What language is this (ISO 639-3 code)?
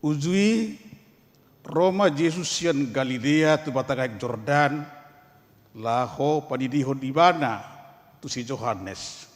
bbc